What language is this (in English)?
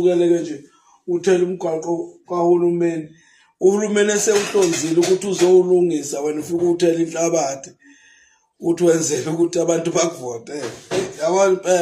Zulu